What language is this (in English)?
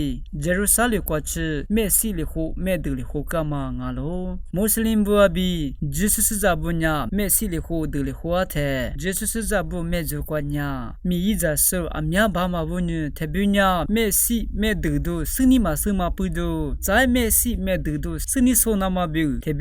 Lisu